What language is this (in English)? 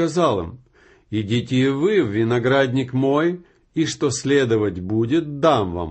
Russian